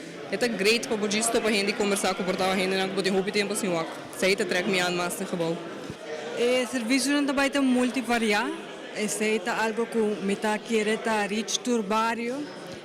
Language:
Papiamento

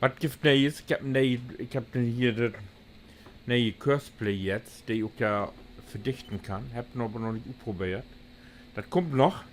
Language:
Low German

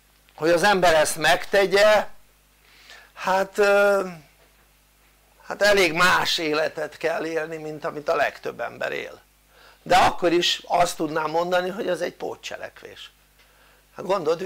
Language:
Hungarian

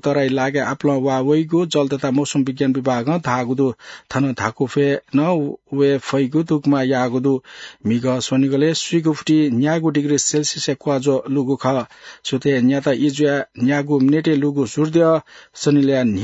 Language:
Newari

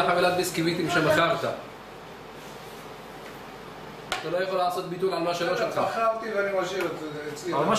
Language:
Hebrew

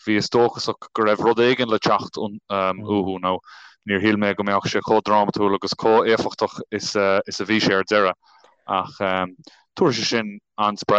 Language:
Irish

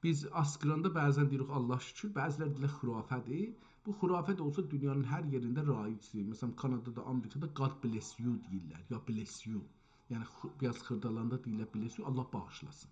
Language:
South Azerbaijani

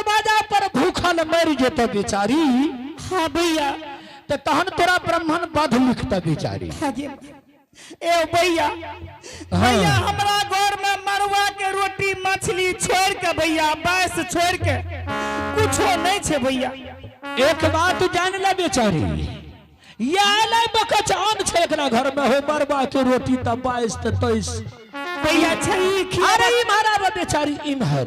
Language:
Angika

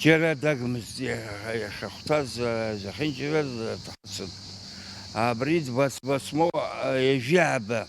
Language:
Abkhazian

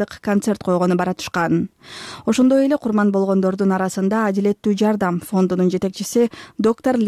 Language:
Kyrgyz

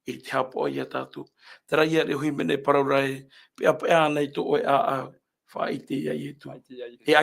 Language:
Tahitian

